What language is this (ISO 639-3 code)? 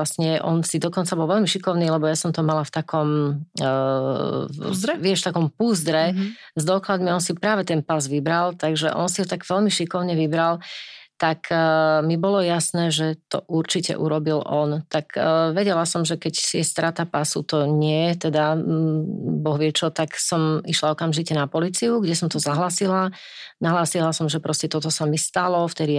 slk